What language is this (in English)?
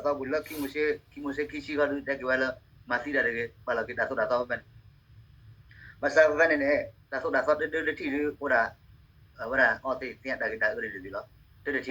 S'gaw Karen